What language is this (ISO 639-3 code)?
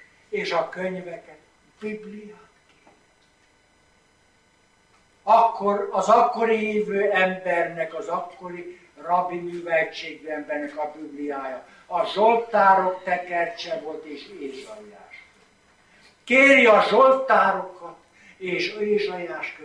hun